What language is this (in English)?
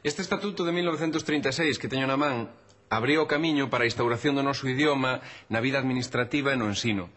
Galician